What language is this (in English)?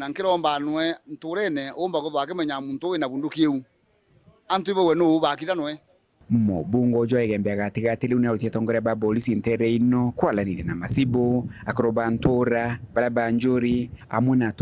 Meru